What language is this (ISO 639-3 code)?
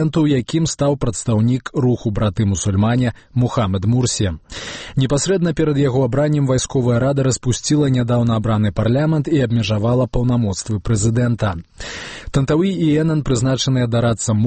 bel